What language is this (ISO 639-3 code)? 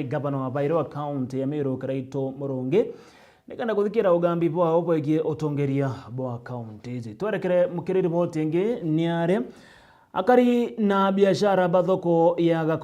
mer